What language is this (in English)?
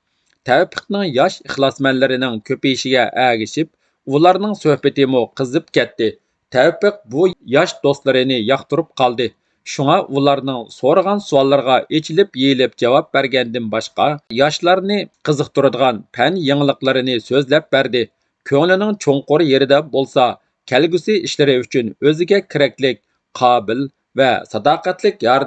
Uyghur